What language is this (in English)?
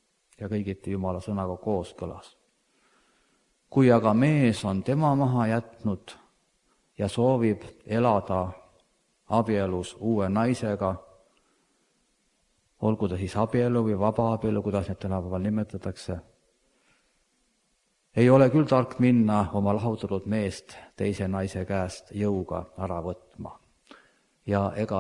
Estonian